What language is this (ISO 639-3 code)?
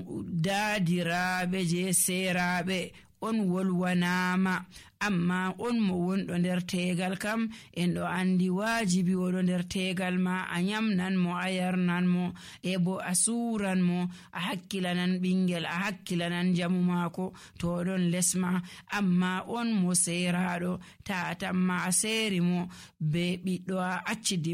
fuv